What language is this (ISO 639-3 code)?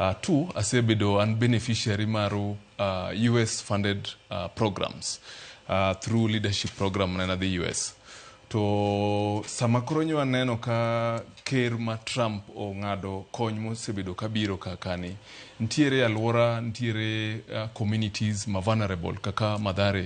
luo